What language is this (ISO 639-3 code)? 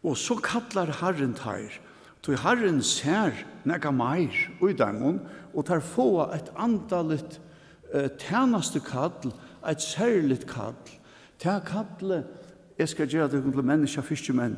fao